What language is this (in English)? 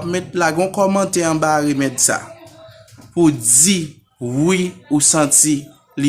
Haitian Creole